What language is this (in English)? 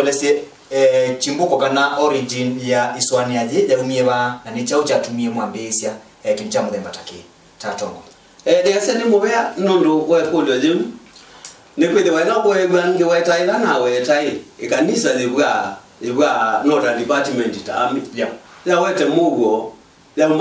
Kamba